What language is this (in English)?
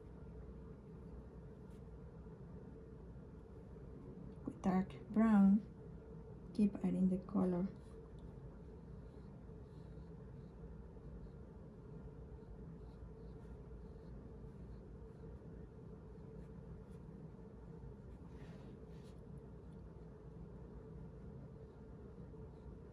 English